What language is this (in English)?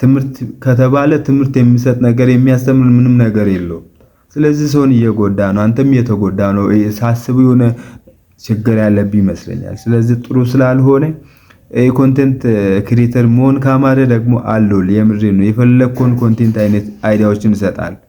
Amharic